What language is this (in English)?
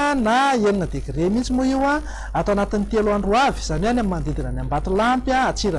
Malagasy